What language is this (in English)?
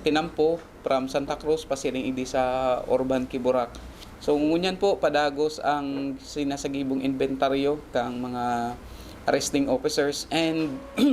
Bikol